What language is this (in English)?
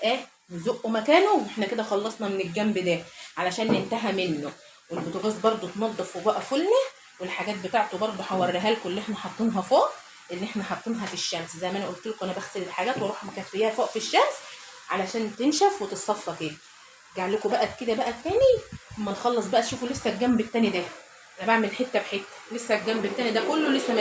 Egyptian Arabic